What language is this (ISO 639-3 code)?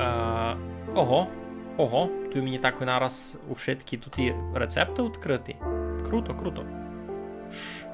rue